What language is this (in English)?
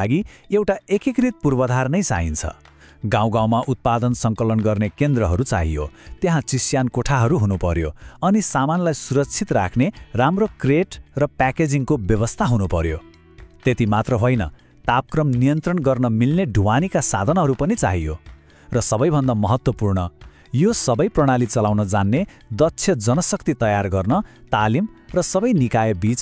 Nepali